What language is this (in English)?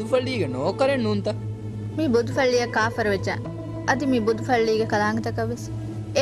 Divehi